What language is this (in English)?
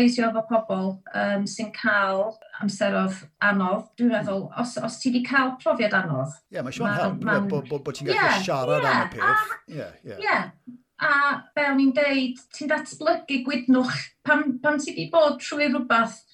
Welsh